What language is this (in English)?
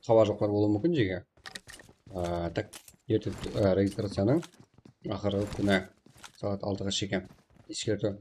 Kara-Kalpak